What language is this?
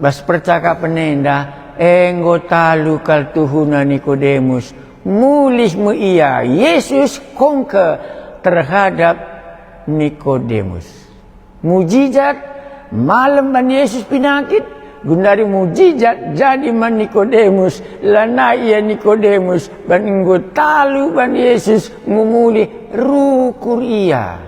Batak Karo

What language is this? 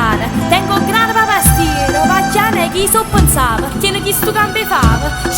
Neapolitan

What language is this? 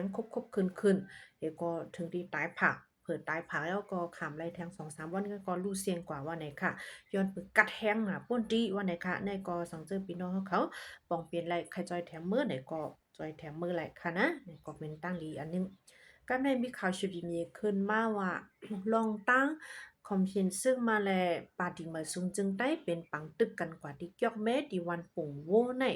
Shan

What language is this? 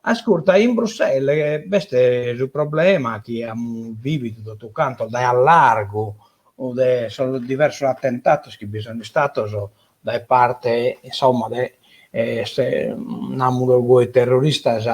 Sardinian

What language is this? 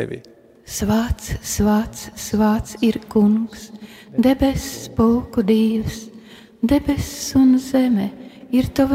Latvian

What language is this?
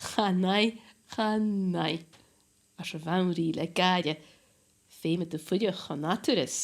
Scottish Gaelic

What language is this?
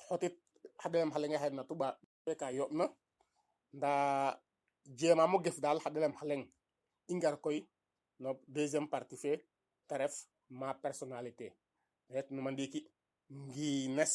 Serer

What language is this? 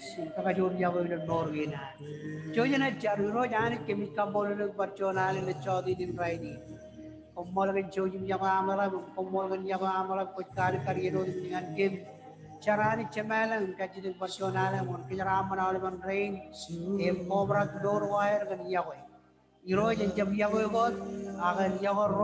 Marshallese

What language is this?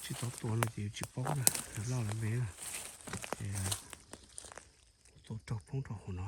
Hmong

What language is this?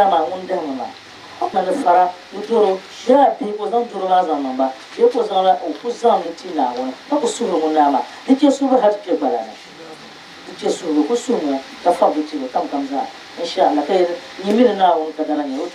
Dagbani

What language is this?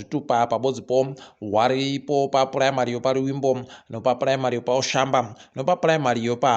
Ndau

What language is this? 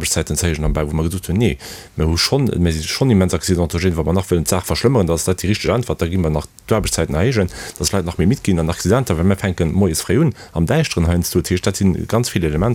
Luxembourgish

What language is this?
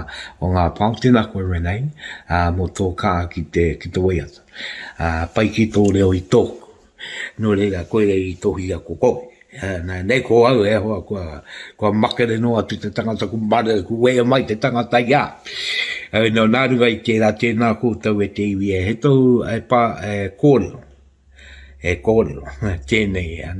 Māori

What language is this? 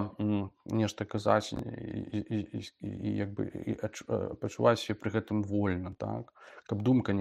Belarusian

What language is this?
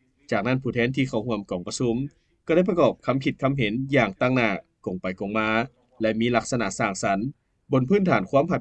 Lao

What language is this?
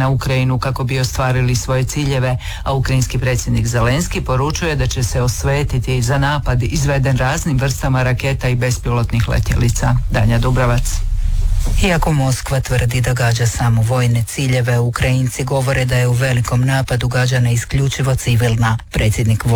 Croatian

